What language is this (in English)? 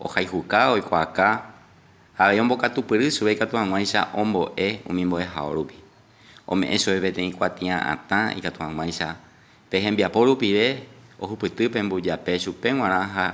Guarani